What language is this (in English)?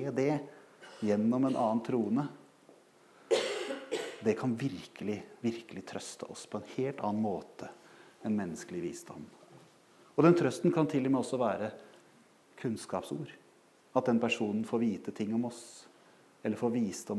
Norwegian